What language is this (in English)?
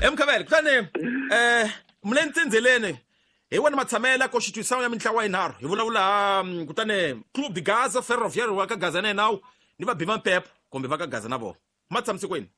Tsonga